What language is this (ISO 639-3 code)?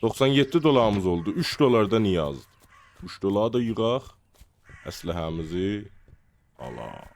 azb